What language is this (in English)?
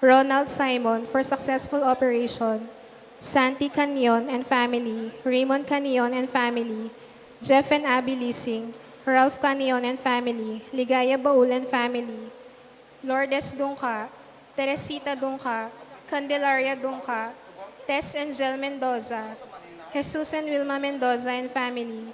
Pampanga